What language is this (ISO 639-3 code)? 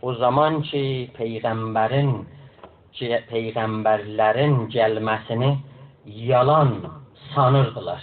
azb